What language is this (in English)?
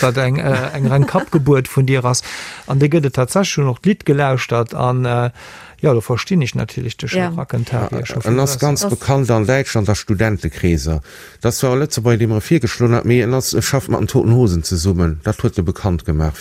Luxembourgish